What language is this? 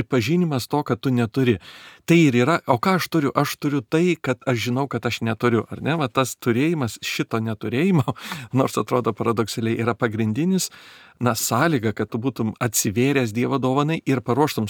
Lithuanian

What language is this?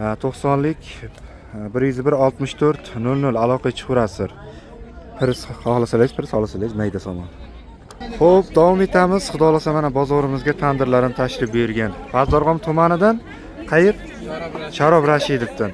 Uzbek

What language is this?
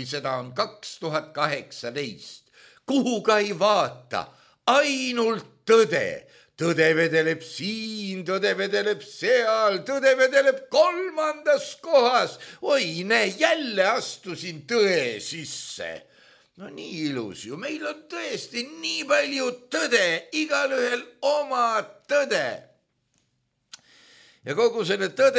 Estonian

